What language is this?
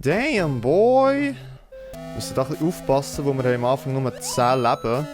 Swiss German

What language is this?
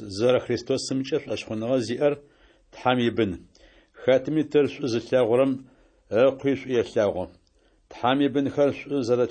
Kabardian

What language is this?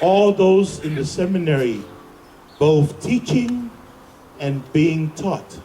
Samoan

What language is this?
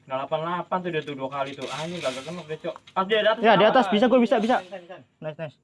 Betawi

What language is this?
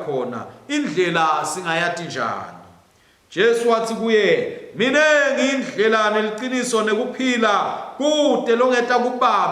Swati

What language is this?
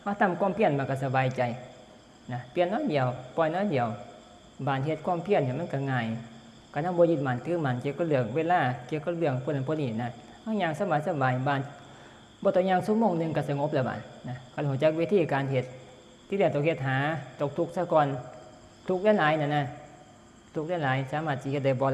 Northeastern Thai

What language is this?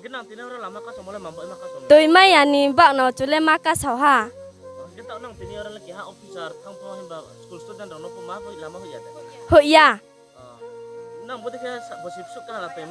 Riang (India)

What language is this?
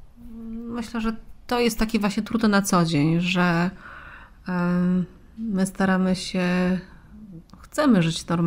Polish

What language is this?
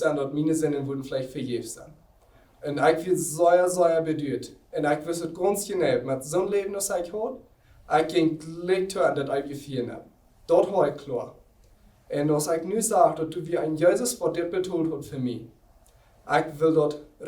Plautdietsch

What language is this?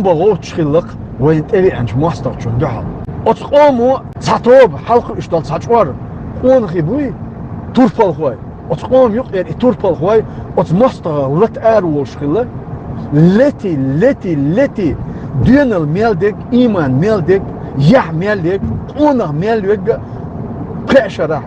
Chechen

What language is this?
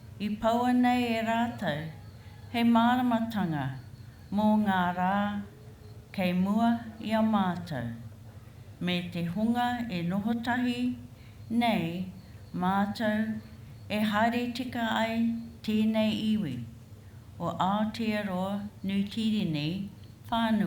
Māori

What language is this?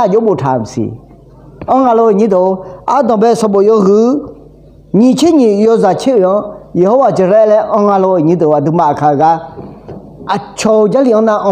Akha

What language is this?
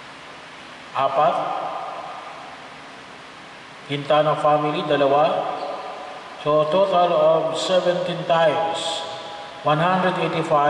Filipino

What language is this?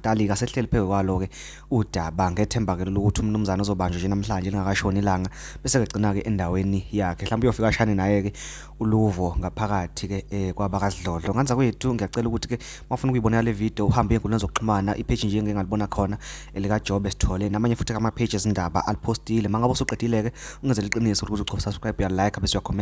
Zulu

